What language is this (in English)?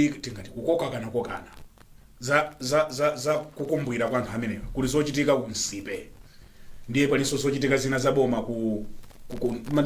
Nyanja